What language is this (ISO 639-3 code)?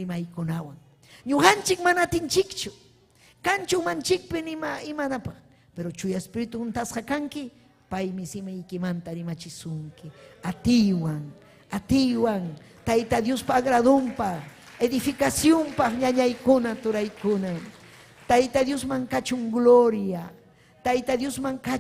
quy